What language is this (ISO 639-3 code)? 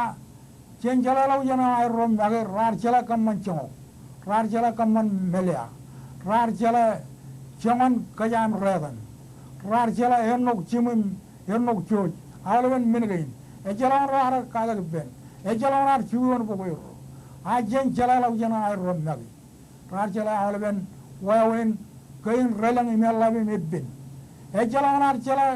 mah